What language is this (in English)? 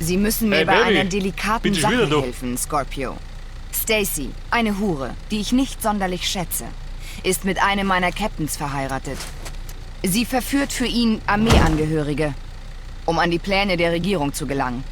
Bavarian